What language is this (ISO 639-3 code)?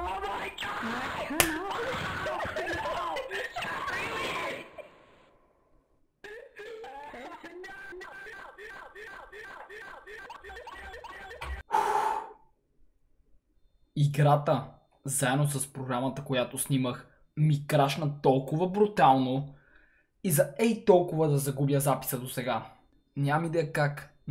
bul